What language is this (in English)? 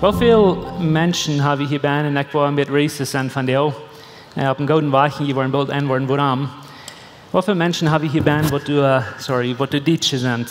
Plautdietsch